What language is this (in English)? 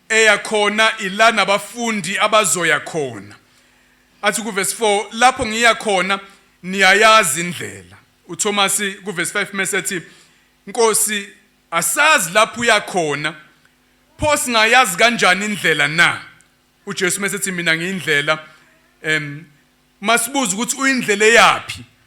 Zulu